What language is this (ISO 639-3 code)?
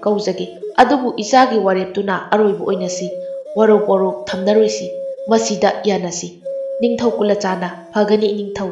mni